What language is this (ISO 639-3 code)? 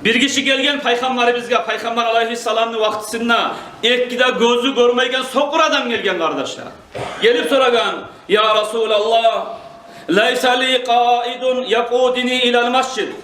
kum